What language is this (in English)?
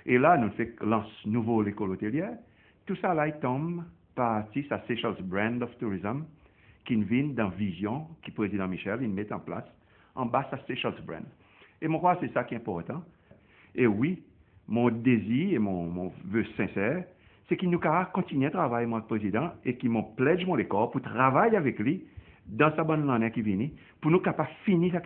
Seselwa Creole French